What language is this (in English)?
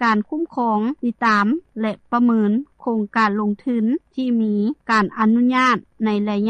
Lao